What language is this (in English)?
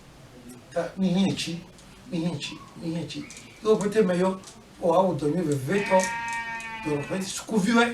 Ewe